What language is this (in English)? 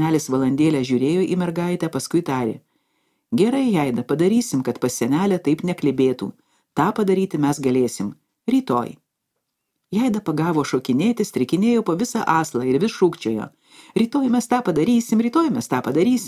Lithuanian